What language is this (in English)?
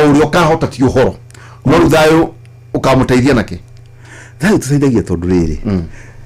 Kikuyu